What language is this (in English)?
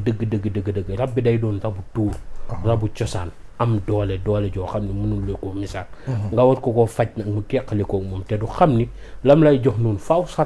Wolof